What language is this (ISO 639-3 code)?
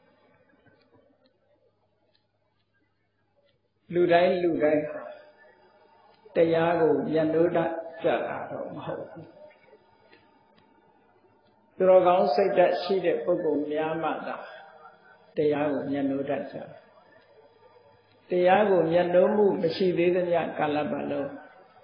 mya